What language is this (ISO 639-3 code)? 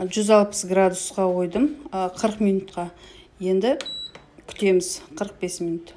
kaz